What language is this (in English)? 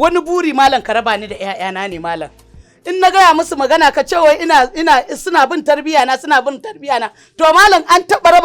Hausa